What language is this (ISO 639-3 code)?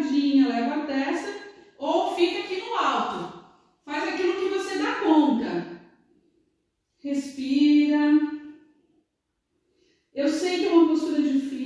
por